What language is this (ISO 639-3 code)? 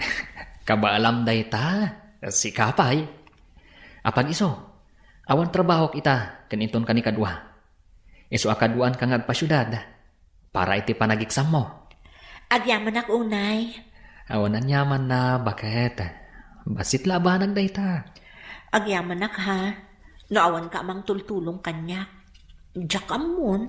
ilo